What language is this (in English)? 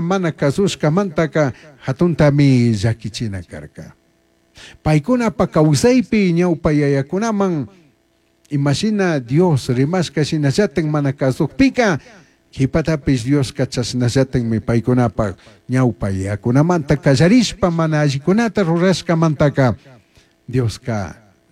Chimborazo Highland Quichua